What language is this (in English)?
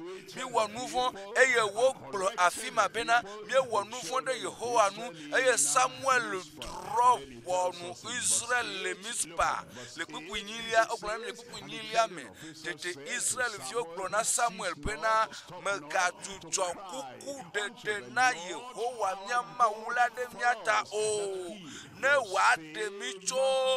Ewe